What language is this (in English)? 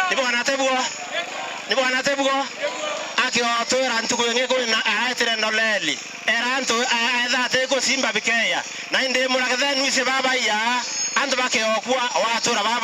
Meru